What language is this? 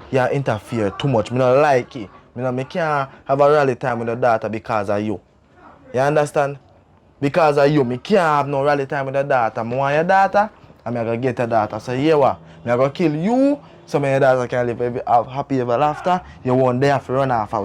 Jamaican Creole English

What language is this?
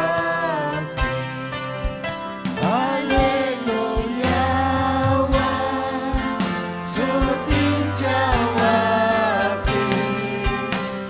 Ayacucho Quechua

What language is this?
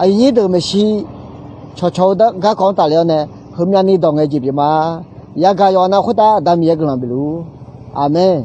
Akha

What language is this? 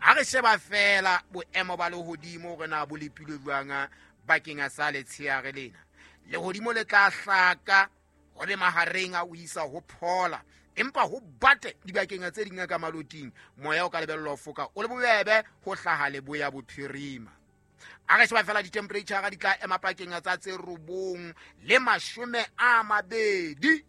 Southern Sotho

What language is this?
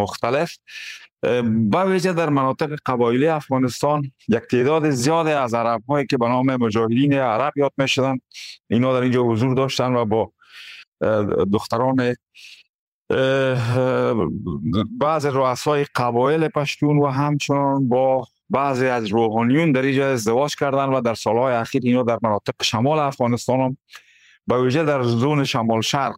Persian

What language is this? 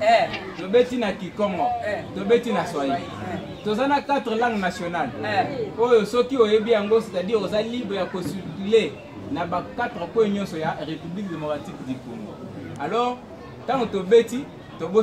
Lingala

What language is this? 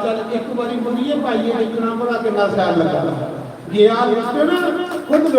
Dogri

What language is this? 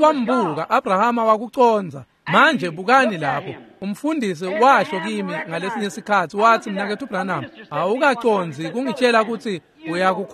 Swati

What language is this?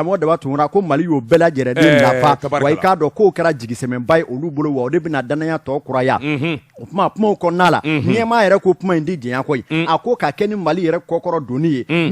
Bambara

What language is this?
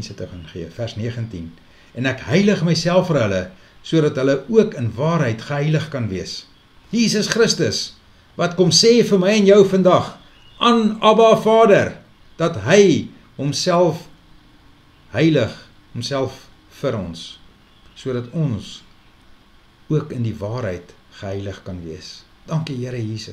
Afrikaans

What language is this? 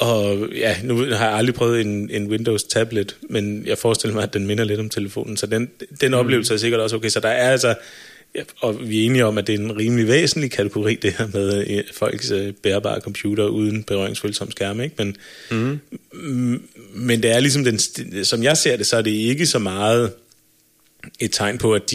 Danish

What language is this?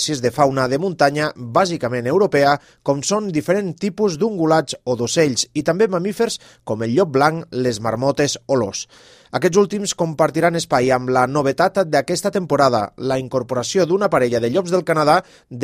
Catalan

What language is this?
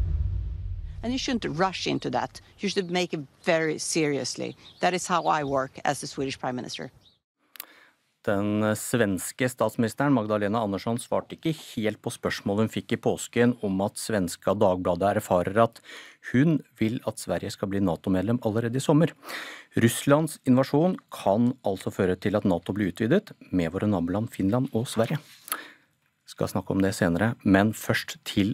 Norwegian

